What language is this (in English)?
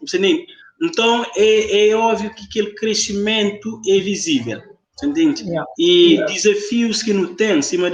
Kabuverdianu